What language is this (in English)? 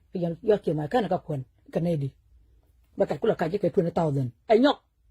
Nuer